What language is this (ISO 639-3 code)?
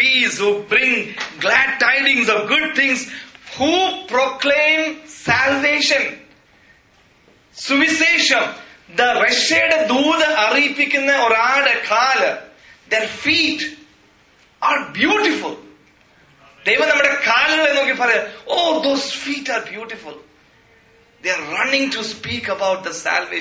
mal